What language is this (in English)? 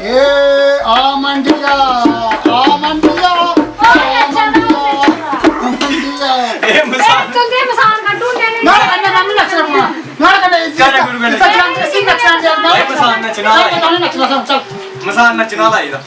Dogri